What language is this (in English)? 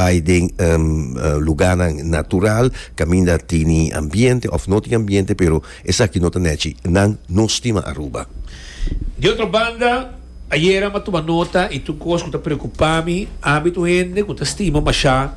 Papiamento